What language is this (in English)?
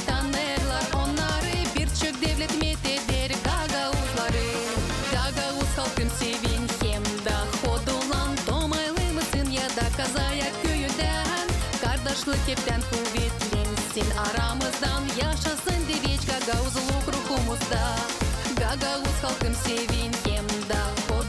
Gagauz